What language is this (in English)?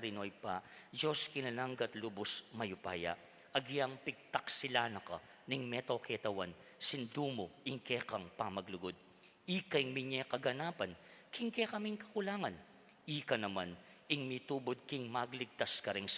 Pampanga